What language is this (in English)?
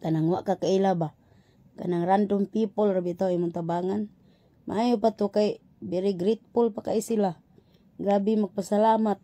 Cebuano